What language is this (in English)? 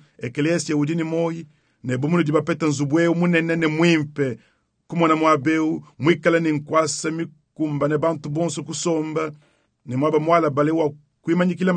Luba-Lulua